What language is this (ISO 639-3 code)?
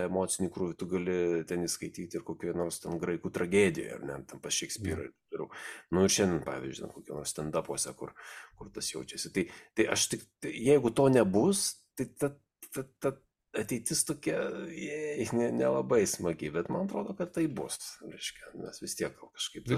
lit